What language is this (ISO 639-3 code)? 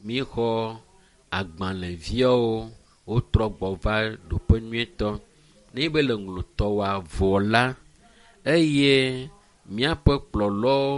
ewe